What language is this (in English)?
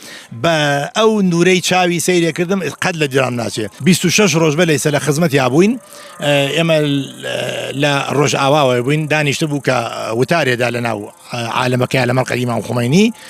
Central Kurdish